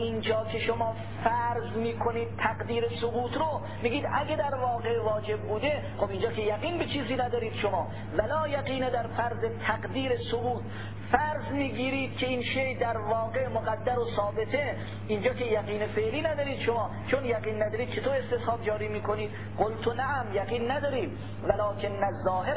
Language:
Persian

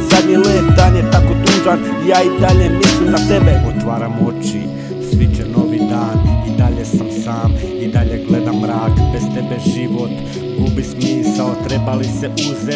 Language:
Croatian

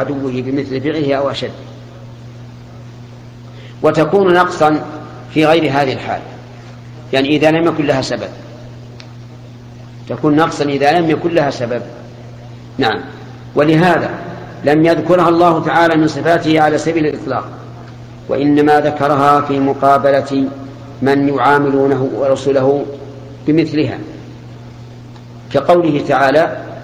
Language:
Arabic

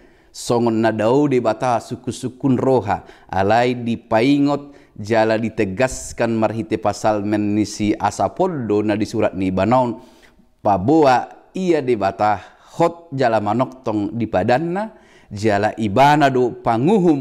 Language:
Batak Toba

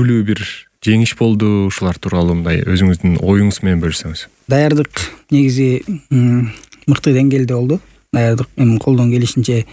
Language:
Kyrgyz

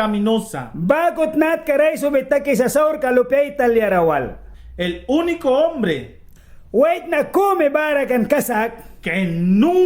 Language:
Mískito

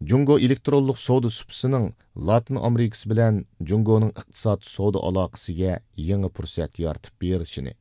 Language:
Uyghur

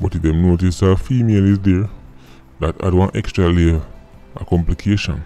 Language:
Jamaican Creole English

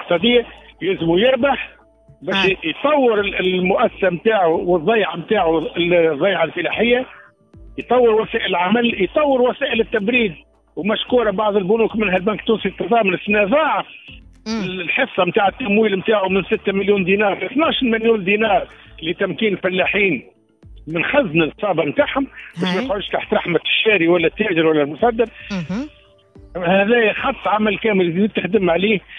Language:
Tunisian Arabic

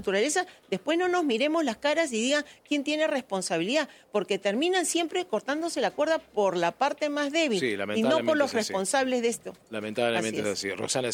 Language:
Spanish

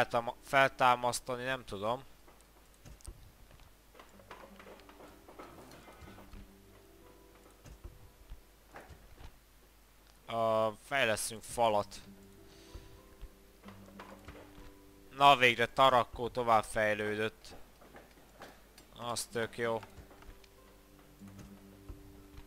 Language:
Hungarian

